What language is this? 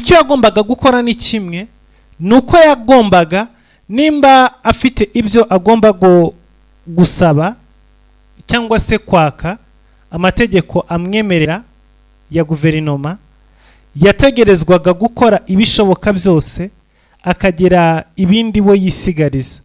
Kinyarwanda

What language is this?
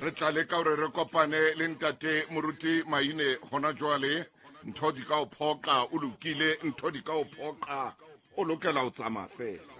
Southern Sotho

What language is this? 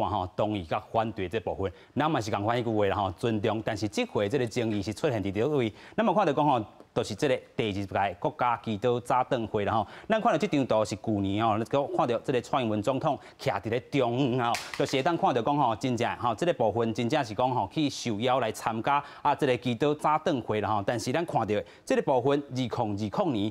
Min Nan Chinese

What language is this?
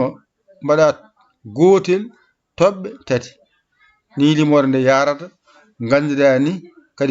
Fula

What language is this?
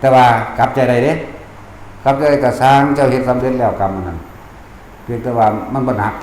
Northeastern Thai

